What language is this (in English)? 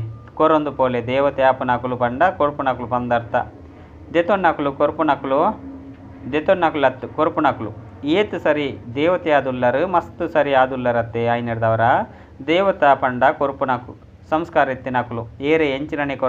Tulu